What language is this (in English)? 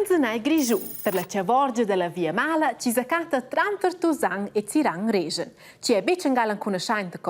Romansh